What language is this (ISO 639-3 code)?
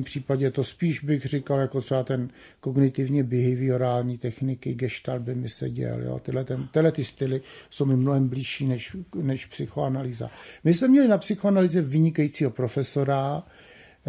ces